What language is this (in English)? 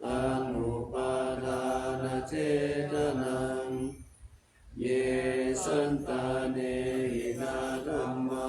Pali